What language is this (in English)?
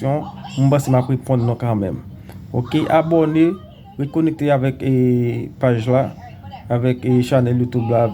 Haitian Creole